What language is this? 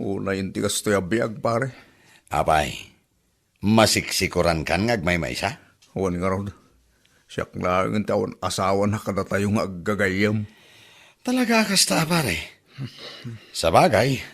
Iloko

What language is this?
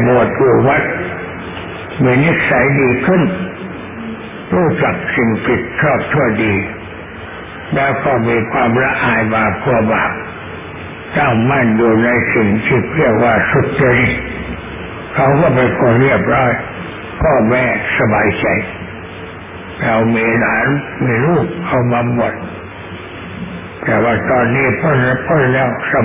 Thai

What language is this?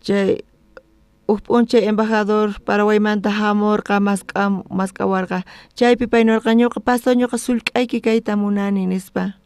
South Bolivian Quechua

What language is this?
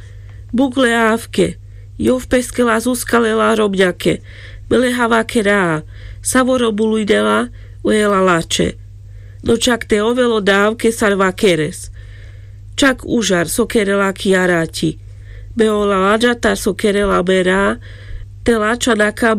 Carpathian Romani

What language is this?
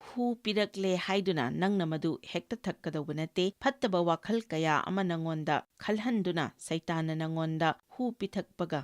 Manipuri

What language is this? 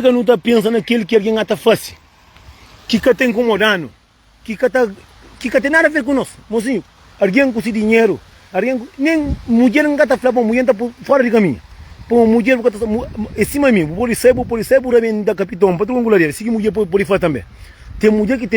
Kabuverdianu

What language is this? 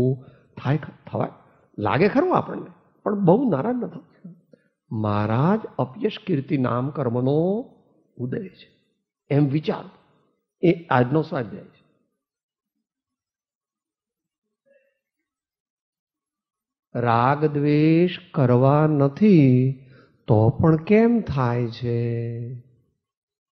Gujarati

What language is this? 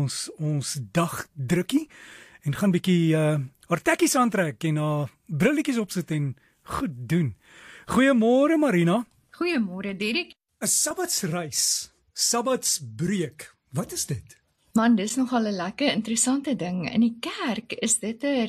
Afrikaans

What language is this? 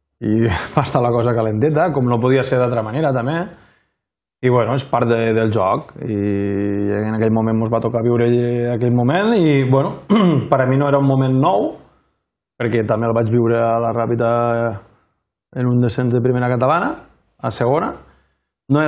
Catalan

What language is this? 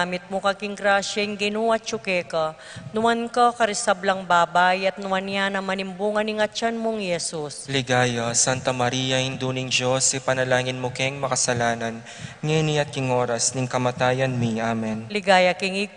Pampanga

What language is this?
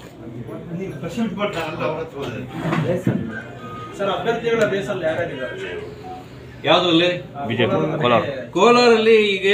Kannada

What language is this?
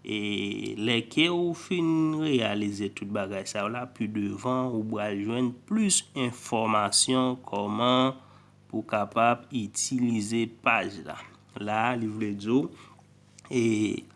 Haitian Creole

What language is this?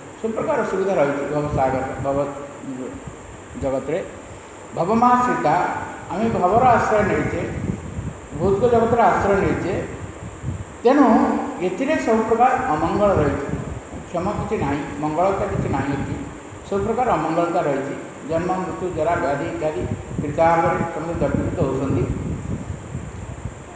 Odia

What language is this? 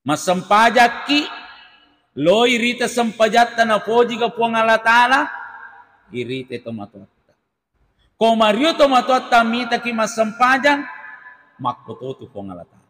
Buginese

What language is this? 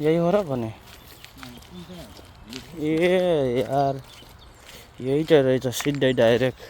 Nepali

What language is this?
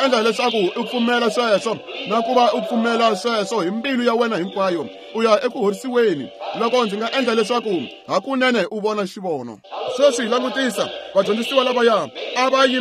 Tsonga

